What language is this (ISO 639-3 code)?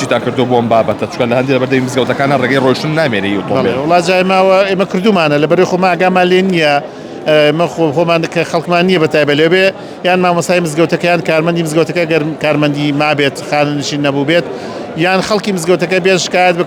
ckb